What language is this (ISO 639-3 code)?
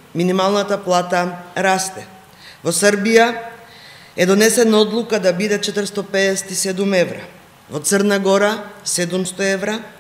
mkd